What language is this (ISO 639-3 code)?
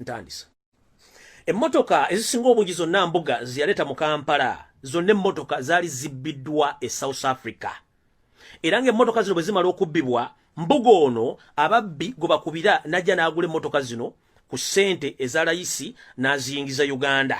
lug